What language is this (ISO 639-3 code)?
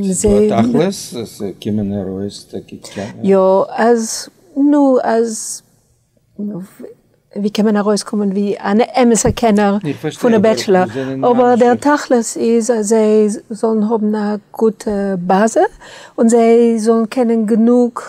yid